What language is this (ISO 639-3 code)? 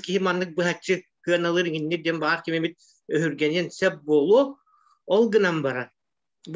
sah